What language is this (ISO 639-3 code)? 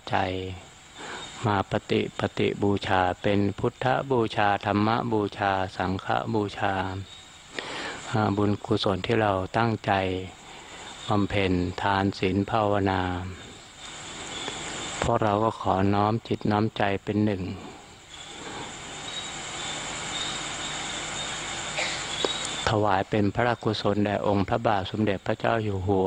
tha